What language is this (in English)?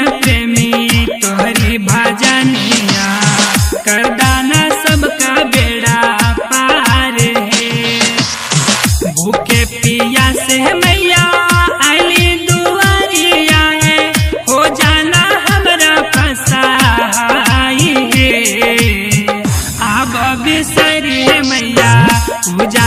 Bhojpuri